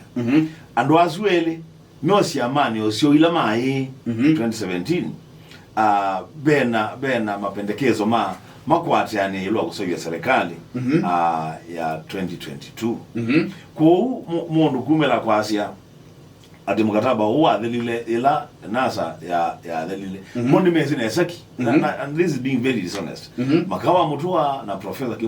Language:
Kamba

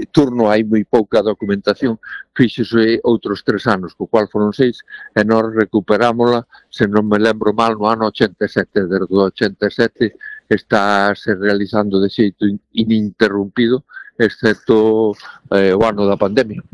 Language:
Galician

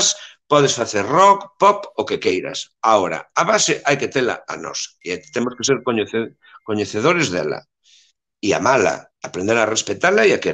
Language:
Galician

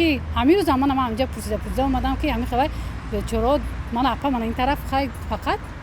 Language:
Tajik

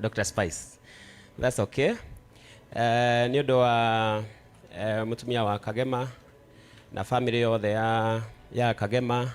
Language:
Kikuyu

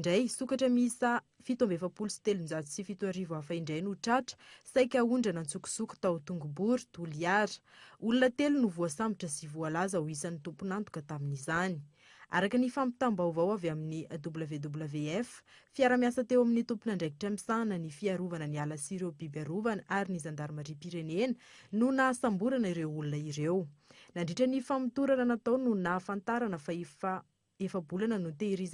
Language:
Malagasy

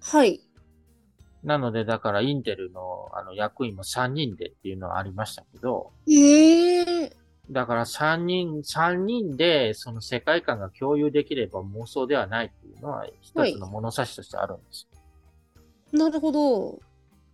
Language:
Japanese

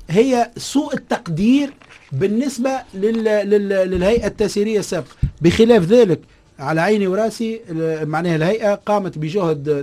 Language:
Tunisian Arabic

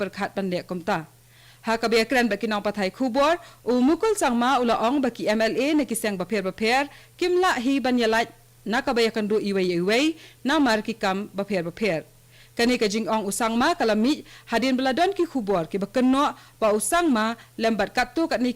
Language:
Khasi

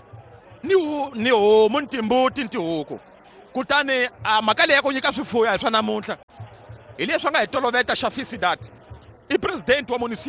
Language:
Tsonga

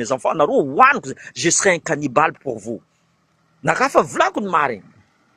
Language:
Malagasy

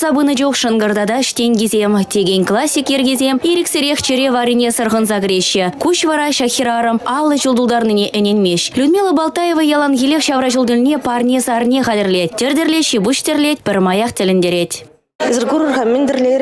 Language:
Chuvash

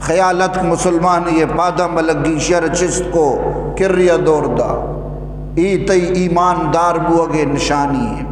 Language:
Eastern Balochi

